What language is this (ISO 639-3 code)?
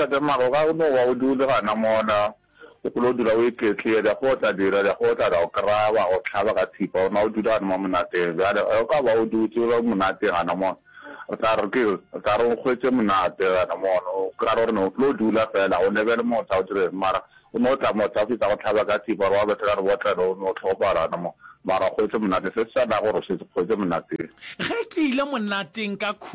nso